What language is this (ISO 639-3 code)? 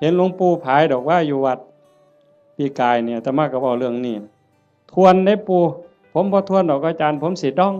tts